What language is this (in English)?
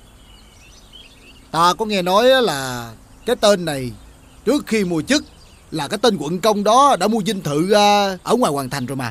Vietnamese